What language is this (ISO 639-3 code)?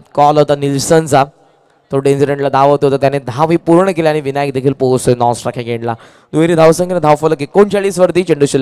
mar